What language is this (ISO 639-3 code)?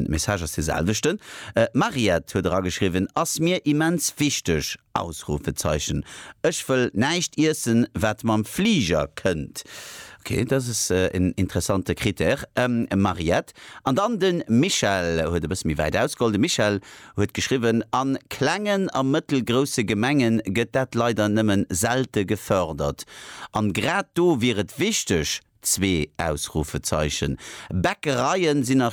ltz